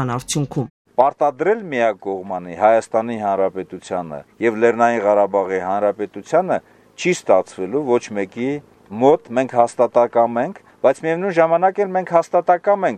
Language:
Armenian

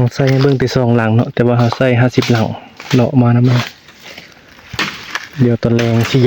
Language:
Northeastern Thai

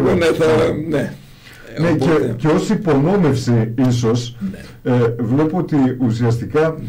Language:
Greek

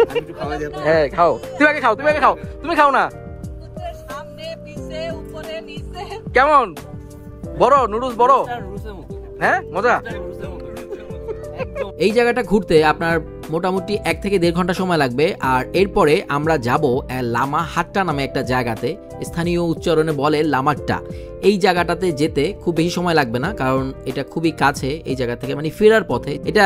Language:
Bangla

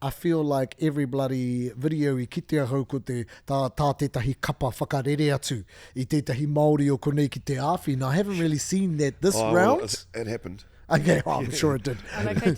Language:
Māori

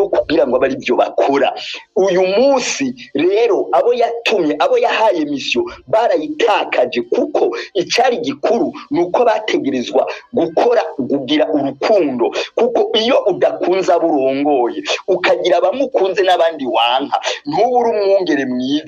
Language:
Rundi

